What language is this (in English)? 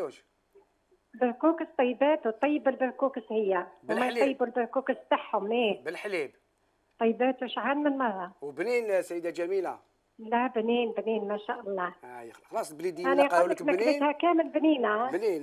Algerian Arabic